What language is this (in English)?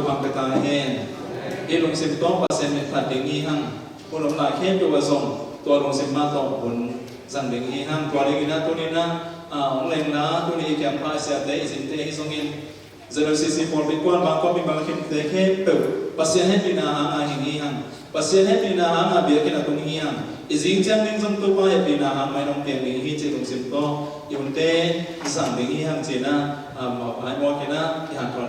Tedim Chin